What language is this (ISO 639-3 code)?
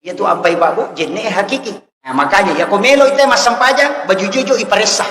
bug